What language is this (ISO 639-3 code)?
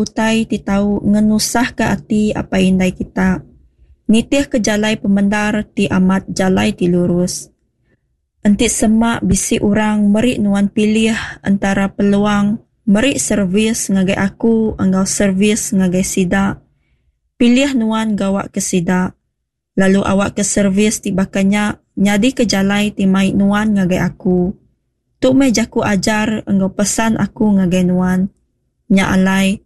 iba